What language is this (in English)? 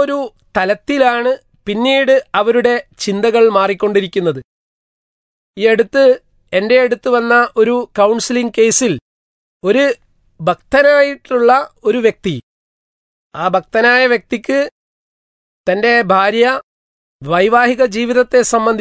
Malayalam